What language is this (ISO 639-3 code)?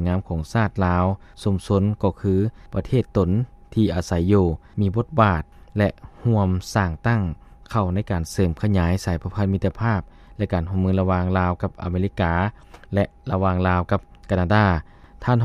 lao